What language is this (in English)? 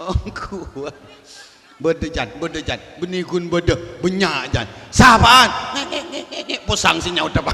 Madurese